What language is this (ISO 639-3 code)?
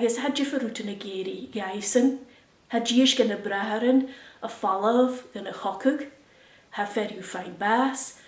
gla